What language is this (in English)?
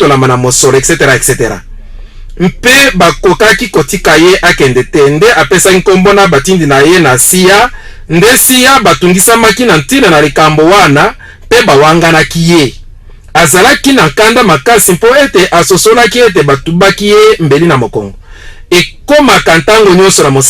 Lingala